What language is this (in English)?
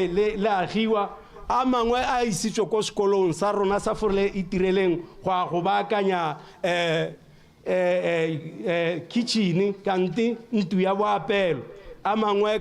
Tswana